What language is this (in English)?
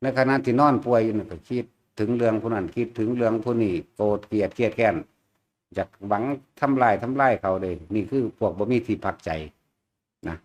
Northeastern Thai